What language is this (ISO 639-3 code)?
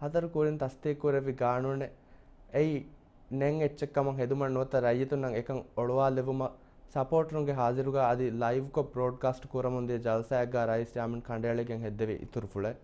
div